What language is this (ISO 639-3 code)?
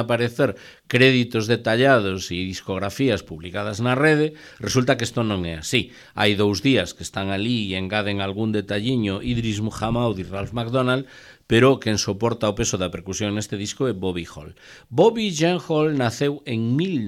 glg